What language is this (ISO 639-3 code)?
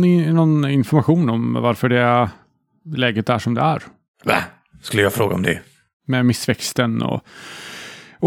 swe